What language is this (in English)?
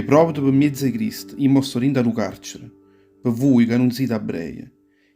Neapolitan